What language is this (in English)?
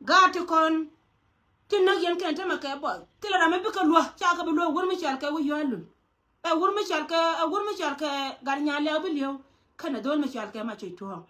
Nuer